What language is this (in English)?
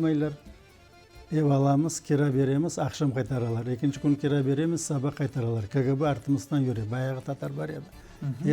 Crimean Tatar